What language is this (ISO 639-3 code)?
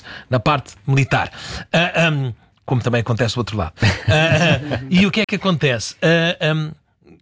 por